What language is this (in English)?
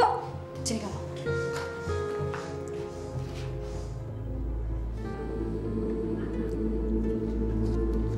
Indonesian